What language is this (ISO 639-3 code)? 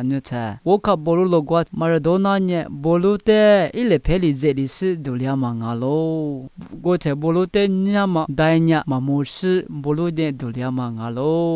lis